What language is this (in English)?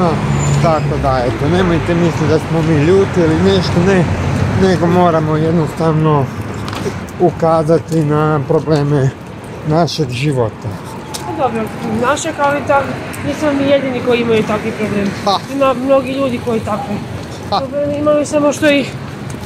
Croatian